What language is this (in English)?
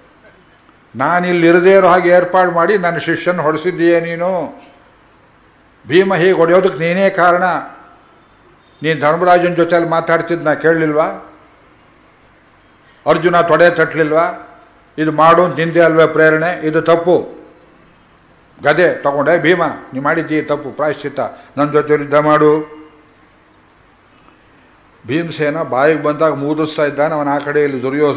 Kannada